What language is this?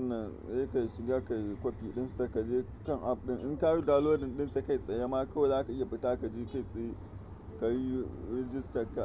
Hausa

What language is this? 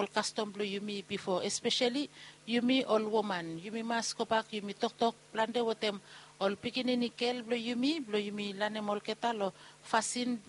Bislama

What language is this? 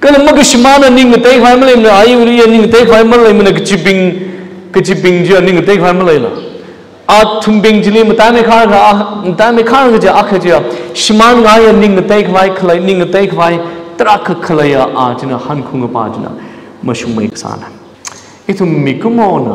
Tangkhul Naga (India)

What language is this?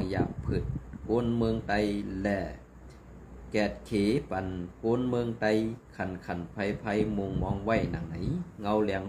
Shan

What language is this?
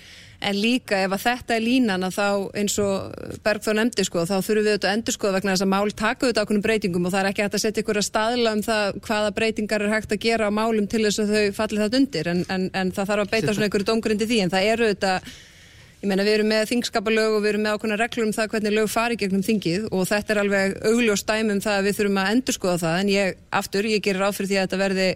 Icelandic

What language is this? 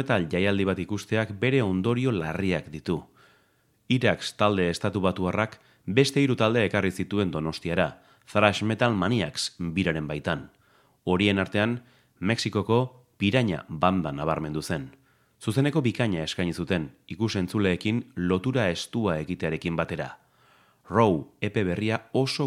Basque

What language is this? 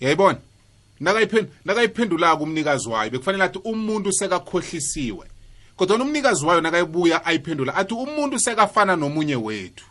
South Ndebele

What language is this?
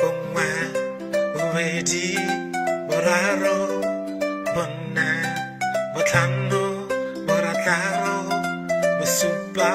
Tswana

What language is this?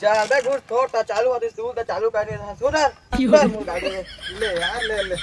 Chhattisgarhi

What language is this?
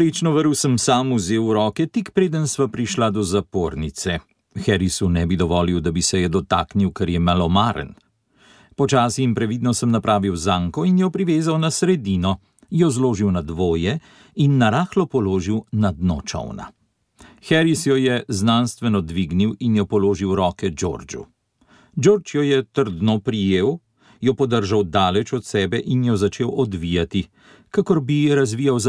Slovenian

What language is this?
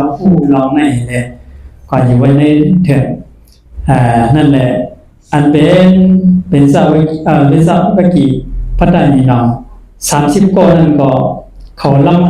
Shan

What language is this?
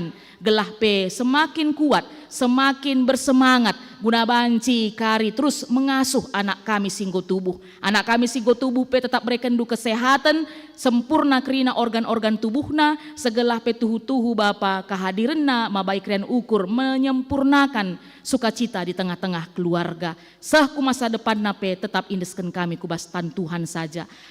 Batak Karo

